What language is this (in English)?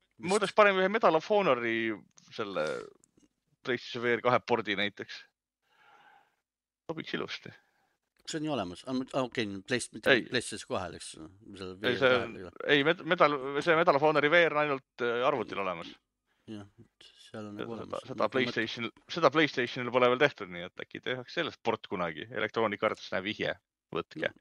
Estonian